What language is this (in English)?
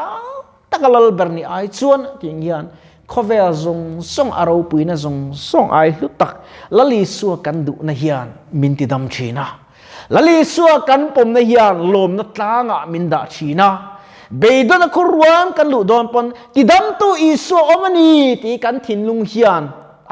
Mizo